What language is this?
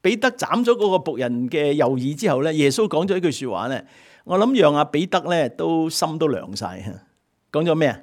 Cantonese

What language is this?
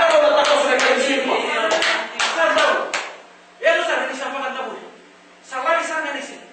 Fijian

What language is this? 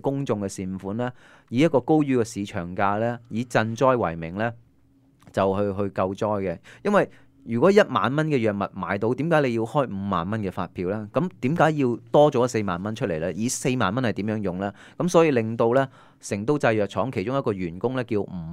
Cantonese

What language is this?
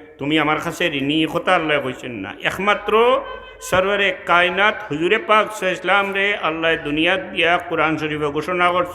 Sylheti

